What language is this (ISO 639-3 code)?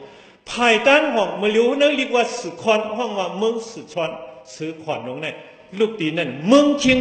shn